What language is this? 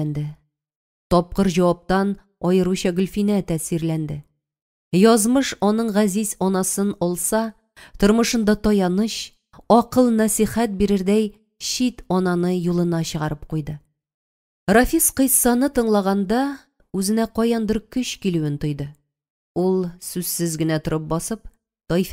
Tatar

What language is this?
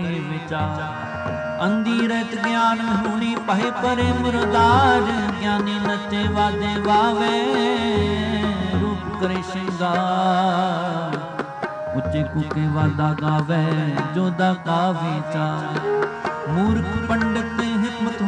Punjabi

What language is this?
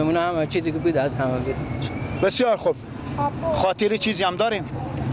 Persian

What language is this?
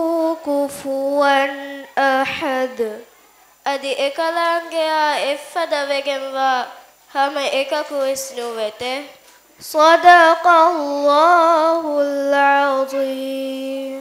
Divehi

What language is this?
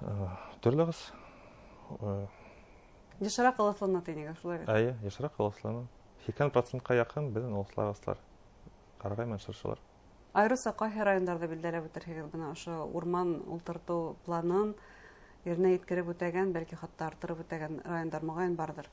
Bashkir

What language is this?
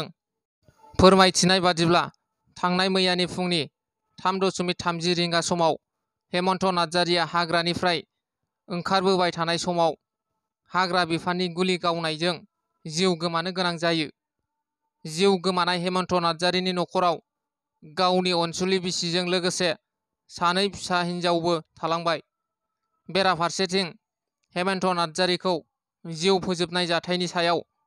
Bodo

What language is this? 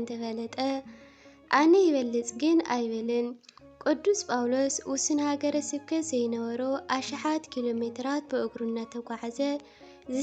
Tigrinya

